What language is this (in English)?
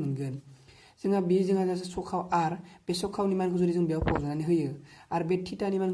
Bodo